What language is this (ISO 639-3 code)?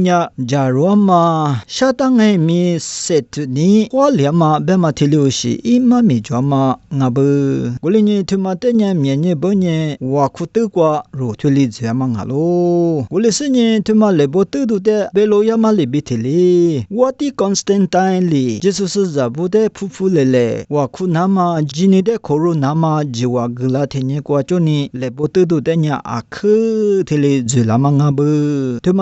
lis